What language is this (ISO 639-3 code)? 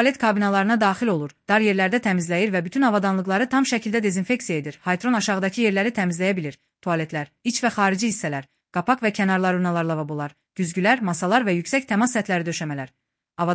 aze